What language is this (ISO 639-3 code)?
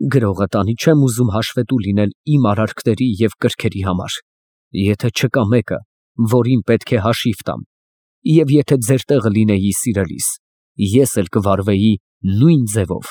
hye